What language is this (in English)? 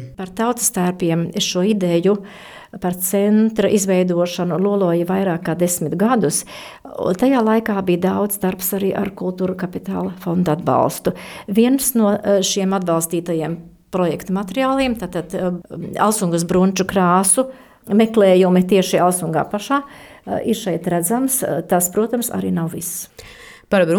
Latvian